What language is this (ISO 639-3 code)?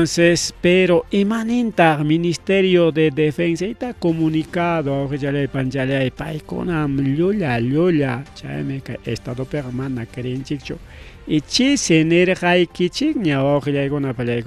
quy